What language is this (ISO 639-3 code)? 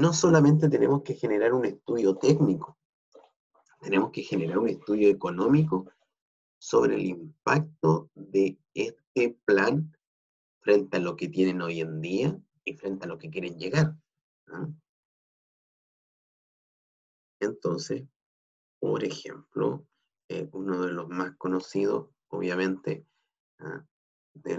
spa